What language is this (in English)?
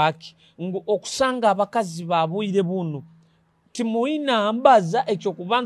Nyoro